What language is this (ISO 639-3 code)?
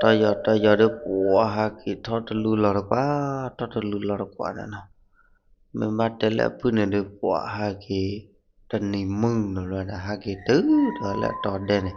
ksw